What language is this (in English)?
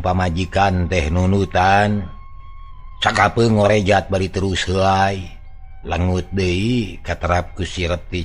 Sundanese